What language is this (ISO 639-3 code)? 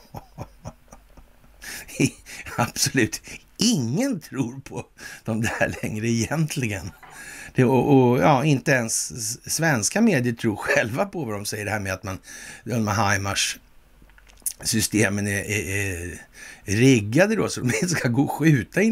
swe